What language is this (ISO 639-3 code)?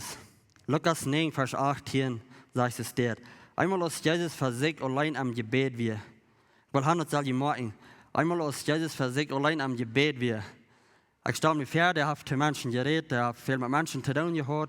pdt